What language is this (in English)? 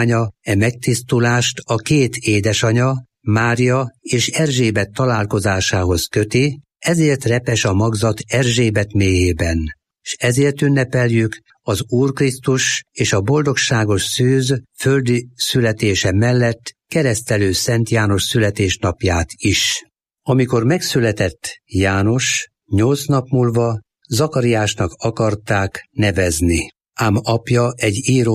Hungarian